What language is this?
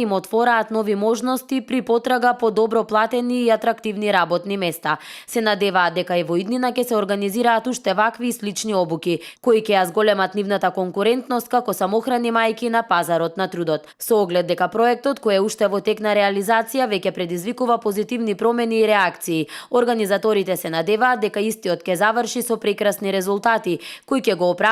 Macedonian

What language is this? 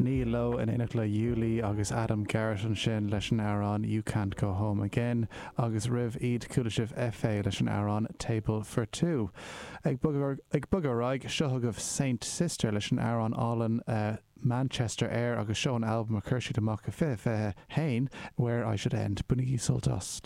Irish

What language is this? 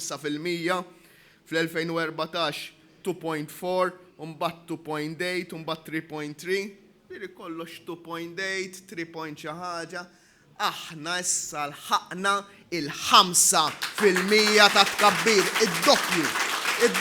Maltese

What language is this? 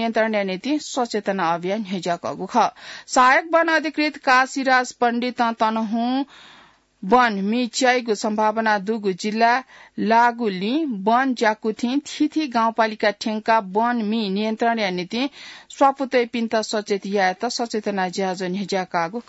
Newari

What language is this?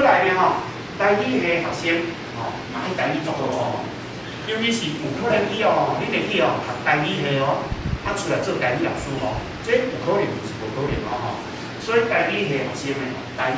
Min Nan Chinese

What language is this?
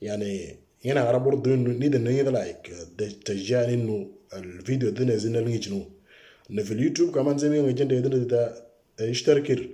Moro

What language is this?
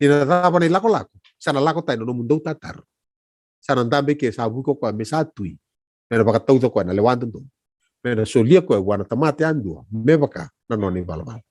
Fijian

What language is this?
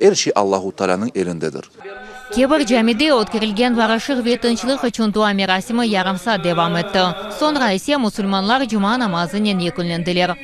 Crimean Tatar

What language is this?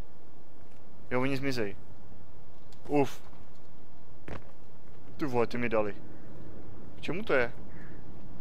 Czech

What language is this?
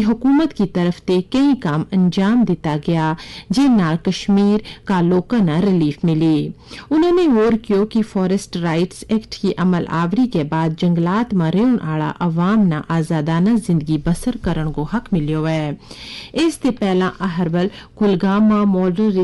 Gujari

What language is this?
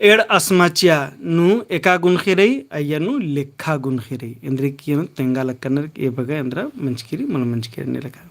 Kurukh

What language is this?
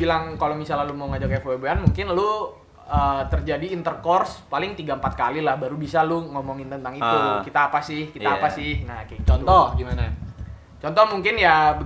Indonesian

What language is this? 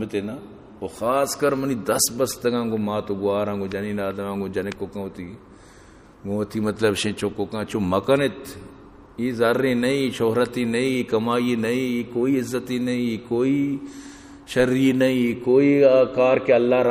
Eastern Balochi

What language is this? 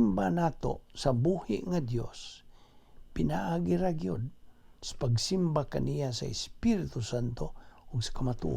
Cebuano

